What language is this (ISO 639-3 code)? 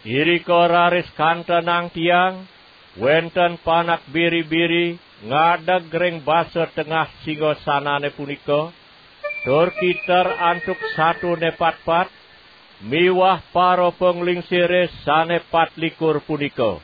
ban